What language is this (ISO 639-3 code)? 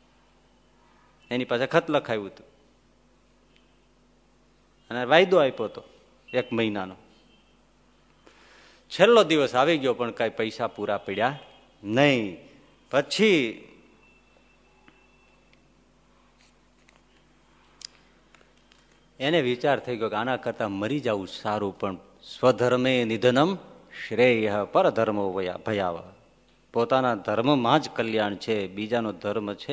guj